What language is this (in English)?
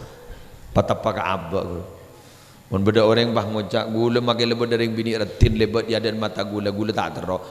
Madurese